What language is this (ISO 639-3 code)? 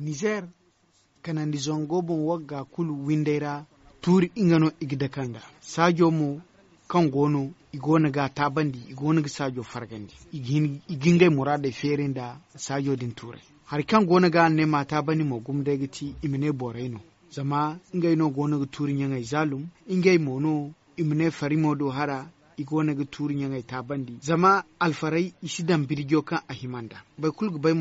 dje